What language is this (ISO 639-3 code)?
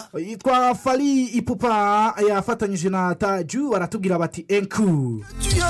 kin